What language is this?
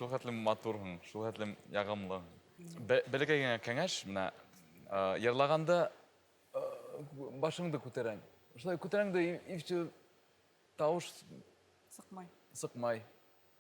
Bashkir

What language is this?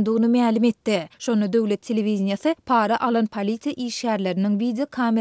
Turkmen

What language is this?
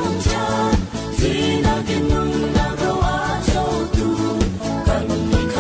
Falam Chin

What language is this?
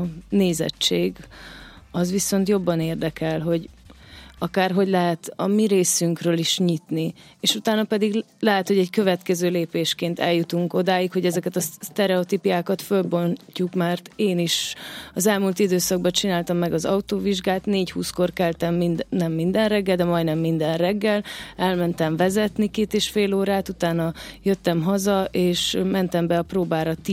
Hungarian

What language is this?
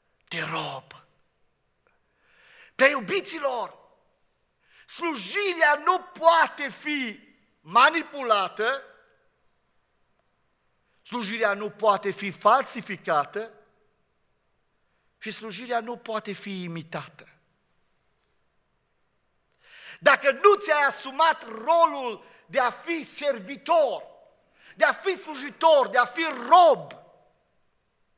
Romanian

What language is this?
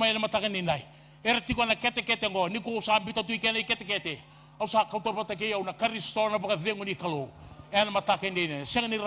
Fijian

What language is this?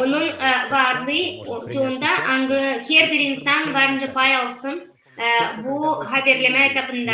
Gagauz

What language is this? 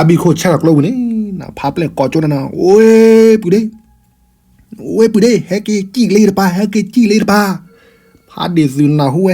S'gaw Karen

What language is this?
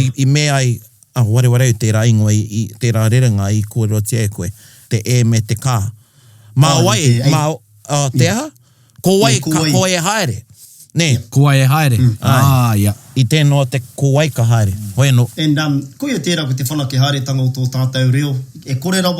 Māori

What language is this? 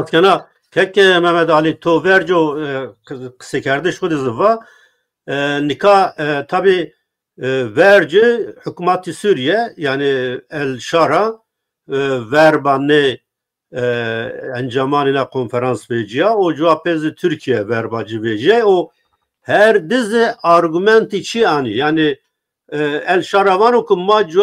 Zaza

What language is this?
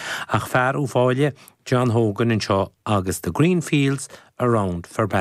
Irish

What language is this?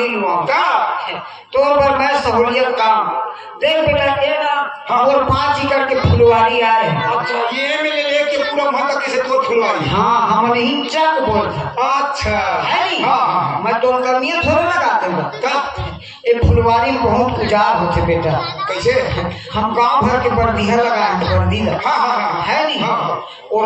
Chhattisgarhi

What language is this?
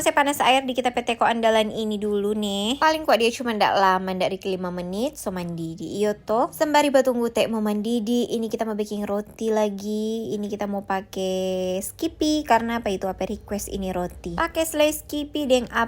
Manado Malay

